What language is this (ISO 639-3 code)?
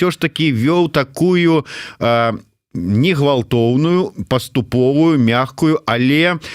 bel